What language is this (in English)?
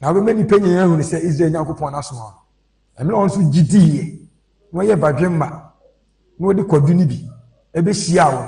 Akan